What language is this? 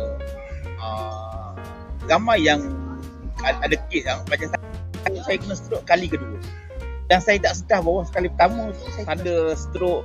Malay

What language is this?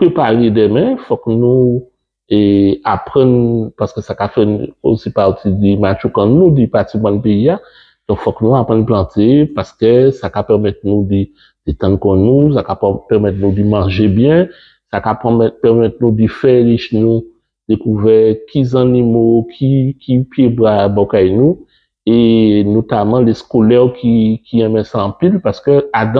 Guadeloupean Creole French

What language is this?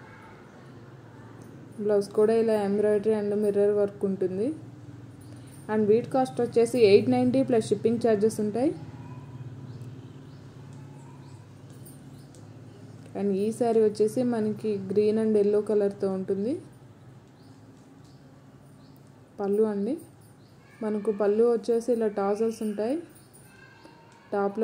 Telugu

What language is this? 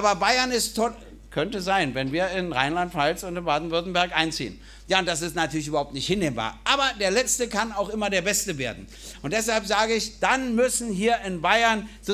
German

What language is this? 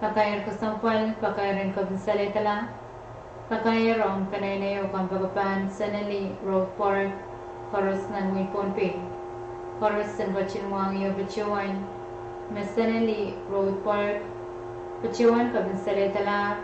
Pohnpeian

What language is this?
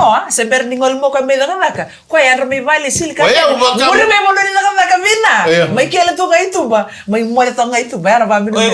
Fijian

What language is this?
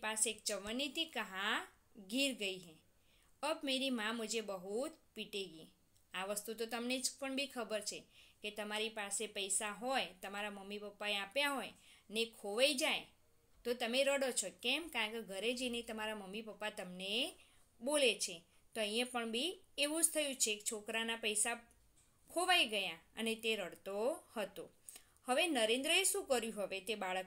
Gujarati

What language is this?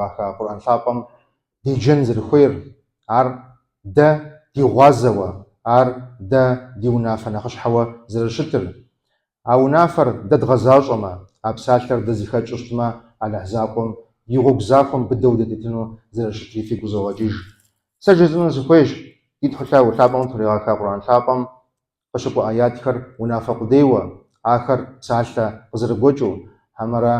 Kabardian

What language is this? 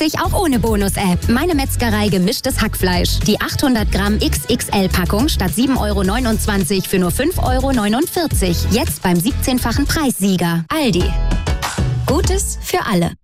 German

